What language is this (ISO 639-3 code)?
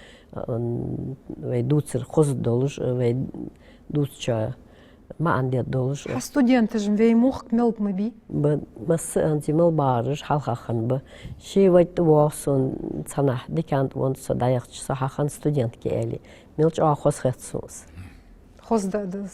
inh